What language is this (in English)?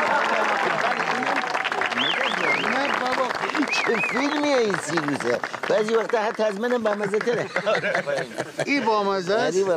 Persian